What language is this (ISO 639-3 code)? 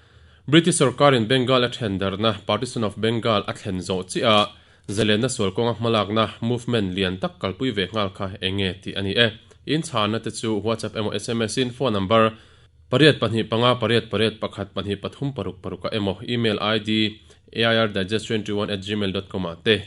lus